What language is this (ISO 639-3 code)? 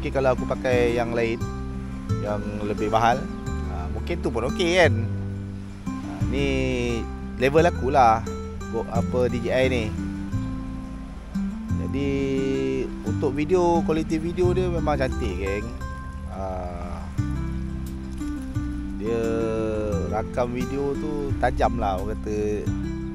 msa